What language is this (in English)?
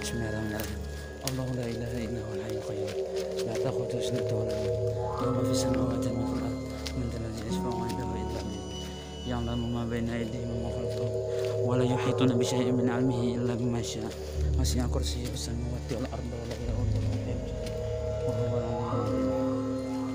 Banjar